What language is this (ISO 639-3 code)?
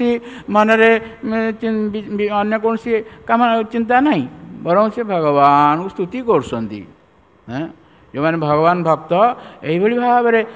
ori